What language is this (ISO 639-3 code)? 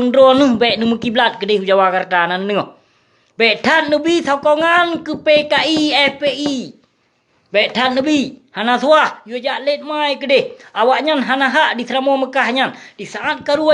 ace